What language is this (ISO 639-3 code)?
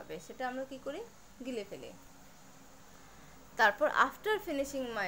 ben